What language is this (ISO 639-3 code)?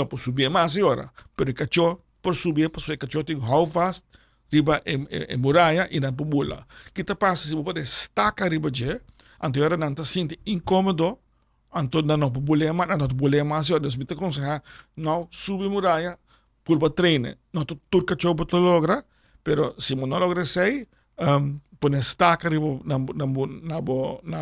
pap